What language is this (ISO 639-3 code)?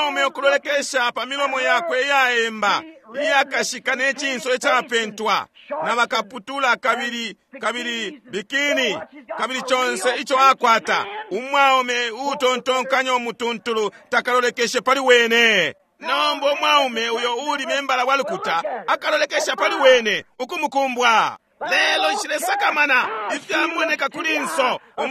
bem